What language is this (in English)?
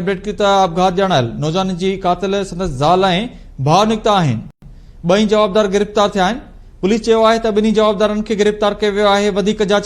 Sindhi